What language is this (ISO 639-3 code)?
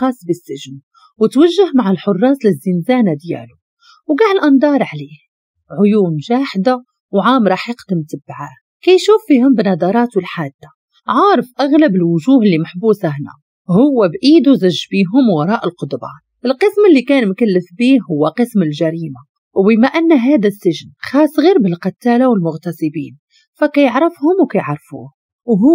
ary